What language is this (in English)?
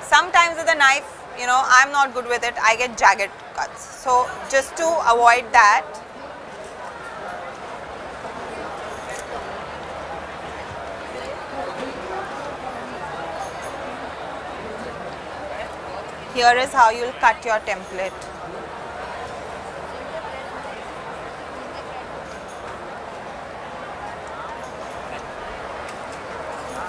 English